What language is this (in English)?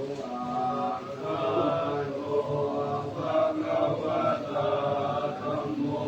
Pali